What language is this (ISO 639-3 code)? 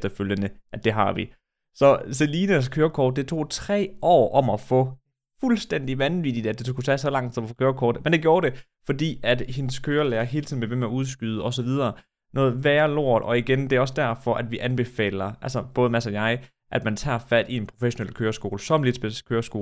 dan